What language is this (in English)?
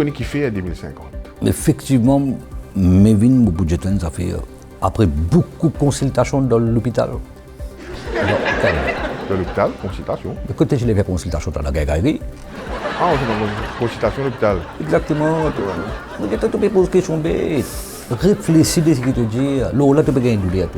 Morisyen